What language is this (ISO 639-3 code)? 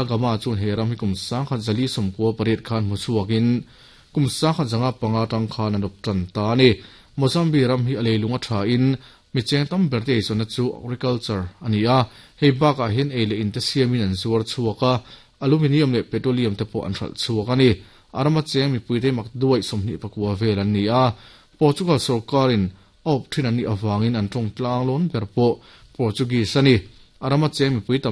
lus